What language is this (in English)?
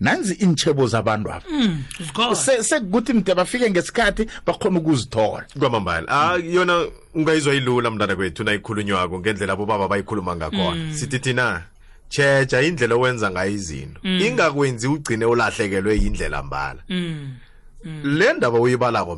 South Ndebele